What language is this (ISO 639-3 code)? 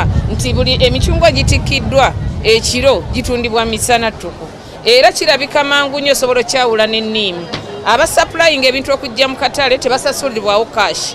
lug